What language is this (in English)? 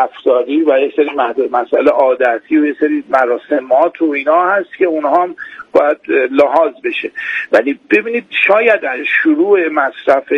Persian